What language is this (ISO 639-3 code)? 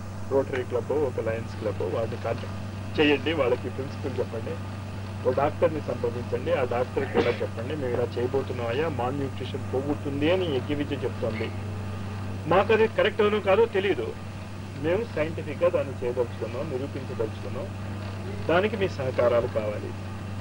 tel